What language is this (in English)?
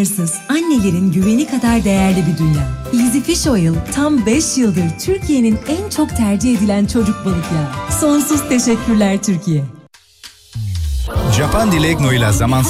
Turkish